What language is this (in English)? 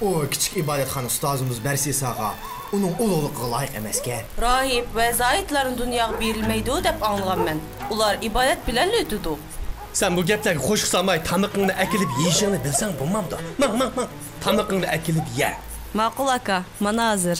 Uyghur